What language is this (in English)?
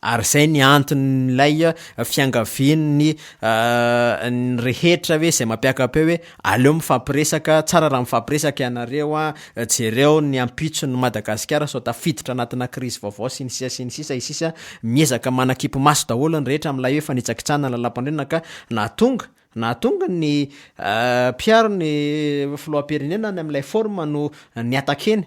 Malagasy